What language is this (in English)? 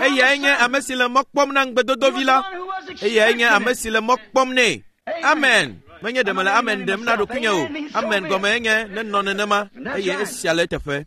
Ewe